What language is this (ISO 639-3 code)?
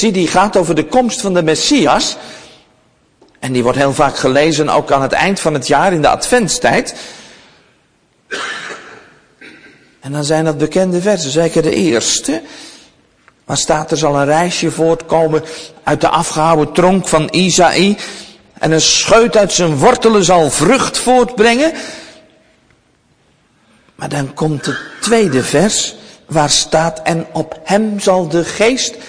nld